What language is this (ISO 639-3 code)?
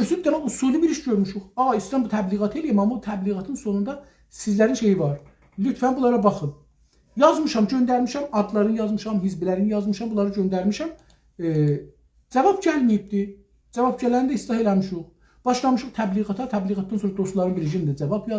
azb